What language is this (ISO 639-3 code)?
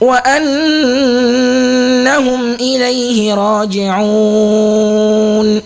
ful